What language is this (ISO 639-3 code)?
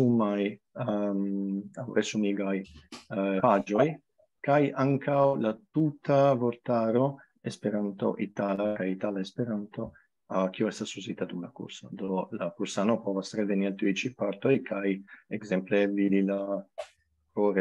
epo